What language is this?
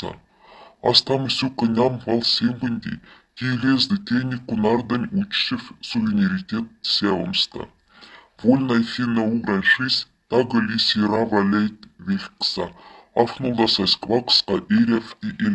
Moksha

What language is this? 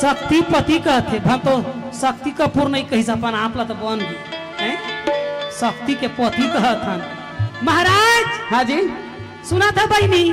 Chhattisgarhi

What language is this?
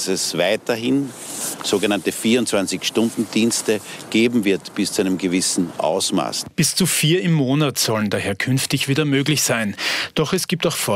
German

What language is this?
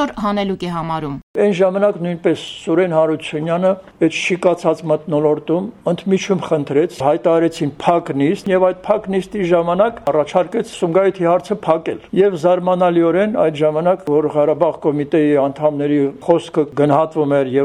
Armenian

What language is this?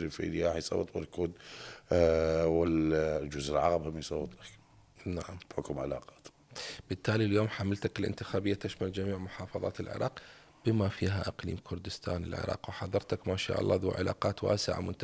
Mesopotamian Arabic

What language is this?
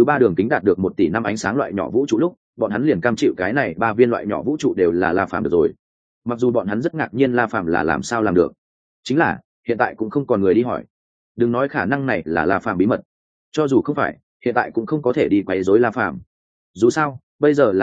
Vietnamese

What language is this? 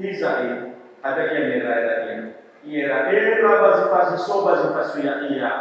Nias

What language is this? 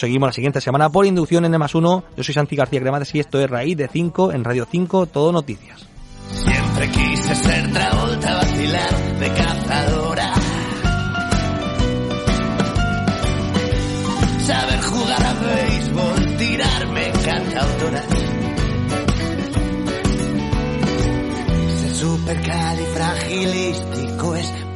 Spanish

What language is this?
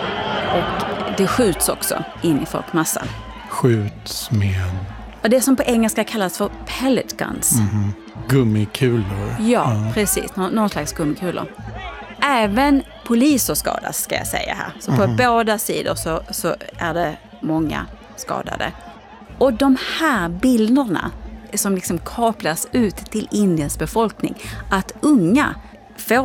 Swedish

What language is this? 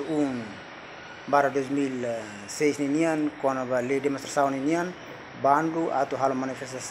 Tetum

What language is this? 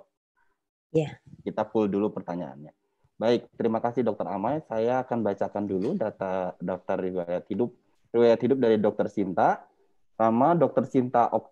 Indonesian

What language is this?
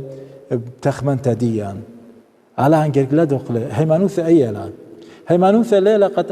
Assyrian Neo-Aramaic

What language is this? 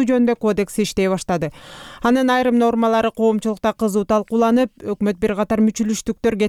Kyrgyz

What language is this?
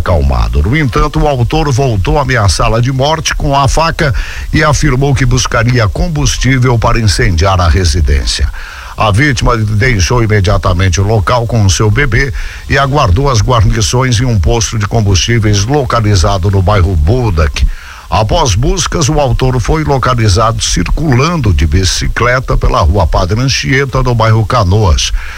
Portuguese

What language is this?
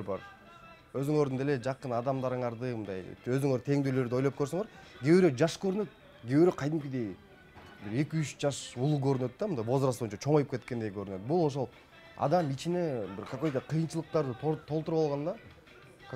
Kyrgyz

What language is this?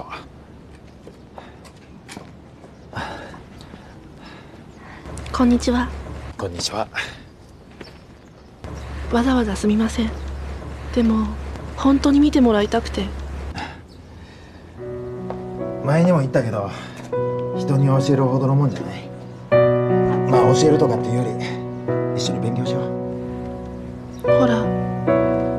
Japanese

